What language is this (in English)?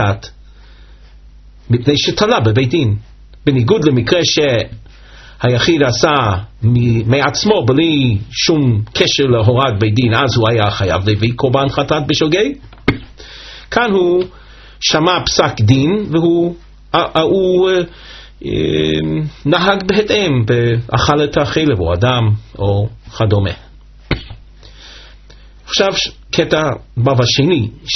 Hebrew